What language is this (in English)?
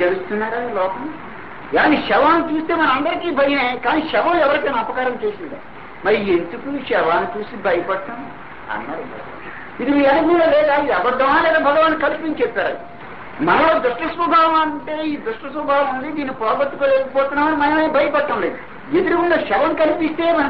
Telugu